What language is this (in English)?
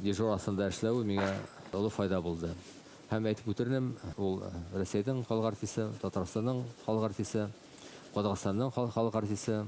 Bashkir